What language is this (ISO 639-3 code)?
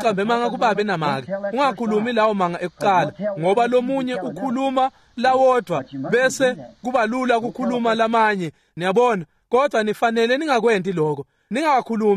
ssw